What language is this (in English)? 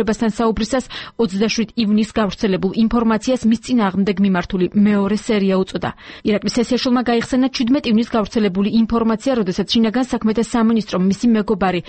Georgian